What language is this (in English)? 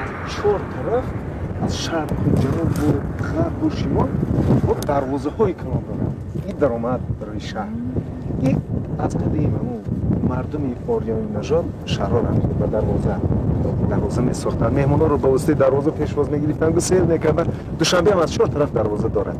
Tajik